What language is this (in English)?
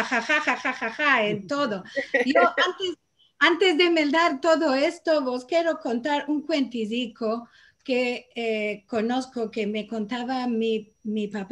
Ladino